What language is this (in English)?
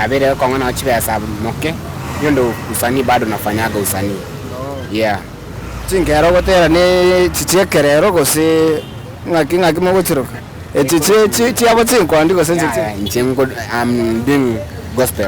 Gusii